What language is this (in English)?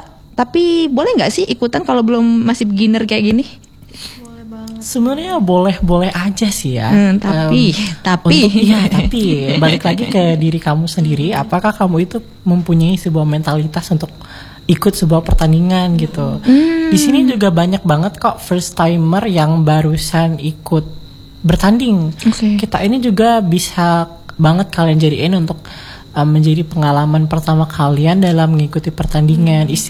Indonesian